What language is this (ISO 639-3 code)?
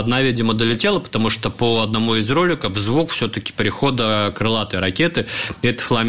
rus